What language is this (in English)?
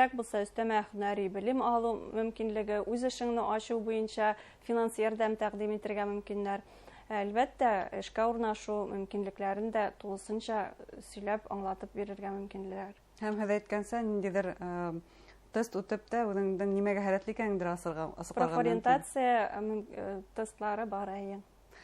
Bashkir